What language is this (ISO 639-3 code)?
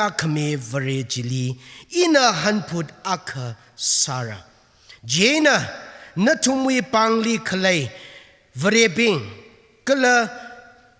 nmf